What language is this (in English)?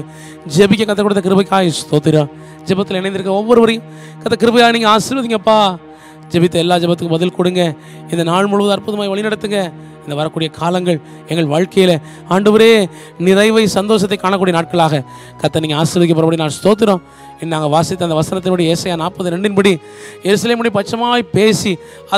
Tamil